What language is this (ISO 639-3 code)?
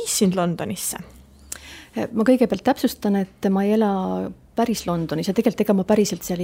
est